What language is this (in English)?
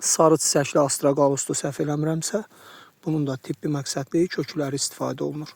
Azerbaijani